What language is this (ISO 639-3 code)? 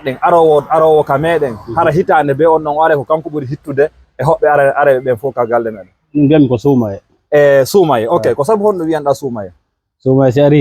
ful